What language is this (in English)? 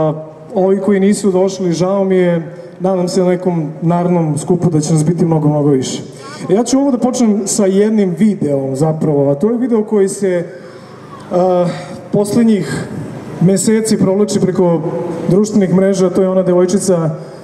Serbian